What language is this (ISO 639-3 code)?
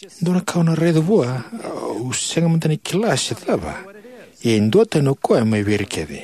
fij